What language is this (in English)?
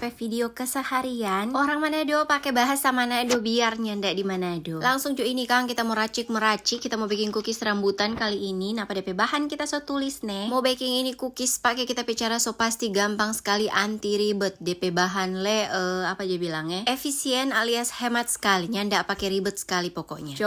Manado Malay